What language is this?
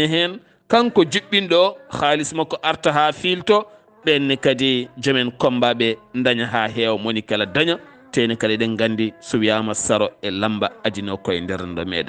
Fula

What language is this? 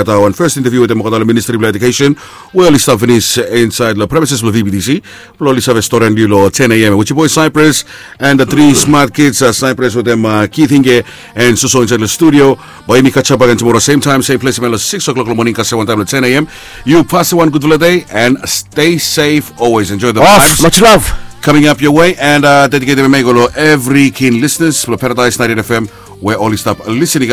Bislama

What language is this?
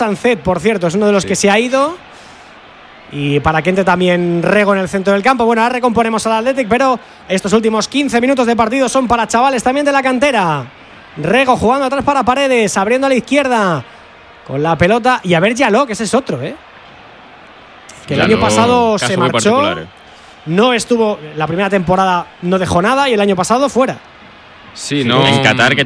Spanish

